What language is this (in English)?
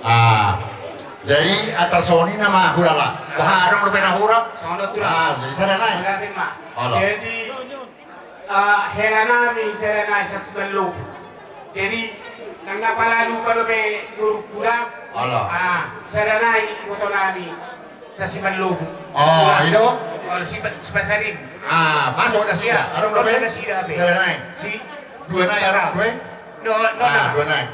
Batak Toba